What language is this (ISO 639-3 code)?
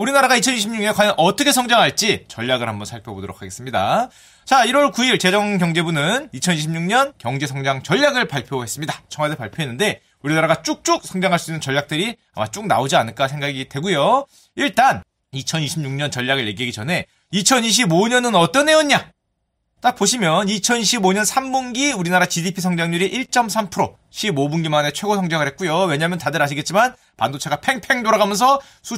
kor